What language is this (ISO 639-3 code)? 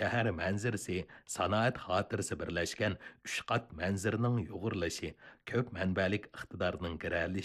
uig